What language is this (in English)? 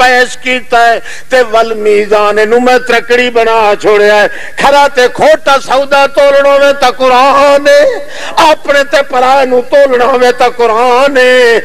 Western Panjabi